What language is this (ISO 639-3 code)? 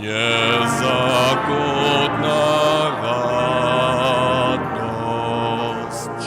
hsb